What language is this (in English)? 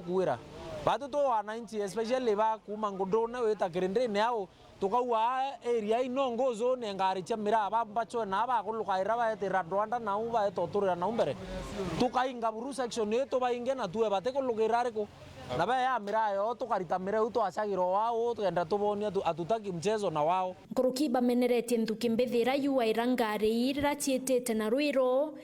Meru